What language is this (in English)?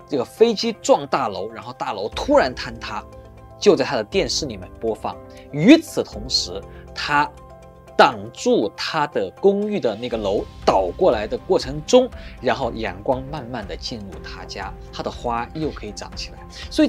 Chinese